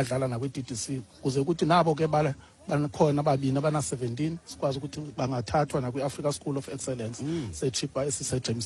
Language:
Xhosa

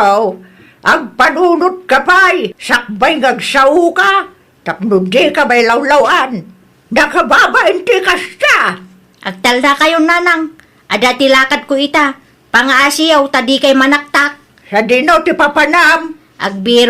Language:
Iloko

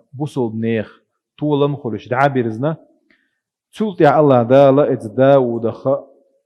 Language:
Chechen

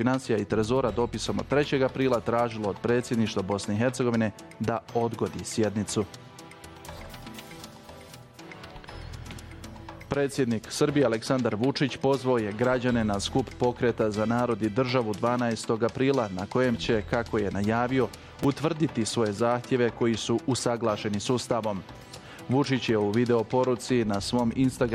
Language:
Bosnian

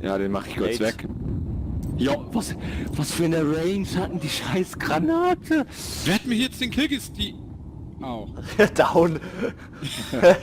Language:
Swiss German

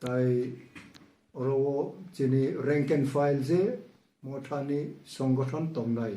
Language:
Kok Borok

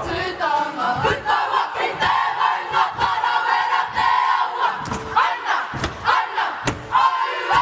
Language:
Māori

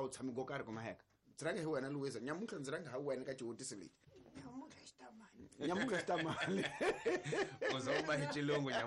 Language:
Tsonga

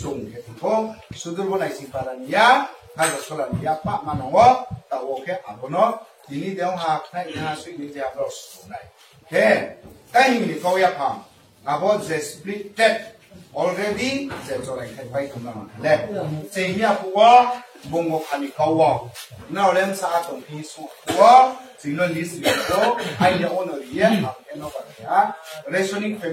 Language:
Riang (India)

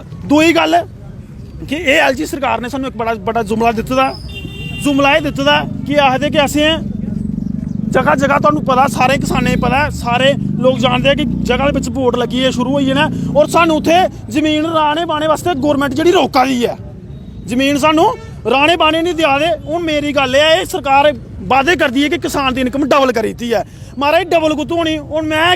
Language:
Dogri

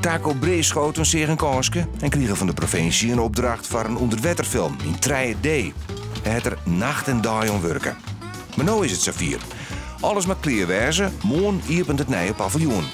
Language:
Western Frisian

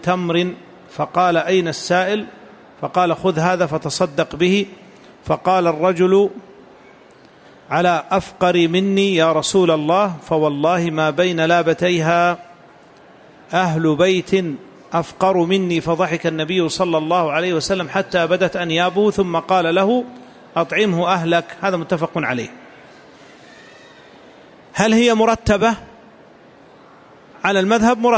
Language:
Arabic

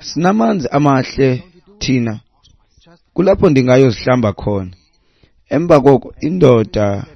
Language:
Xhosa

